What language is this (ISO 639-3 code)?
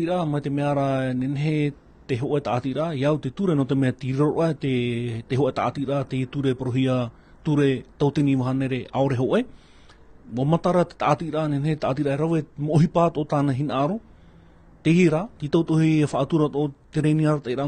tah